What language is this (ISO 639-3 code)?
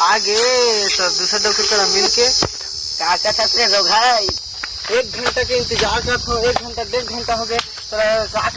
hne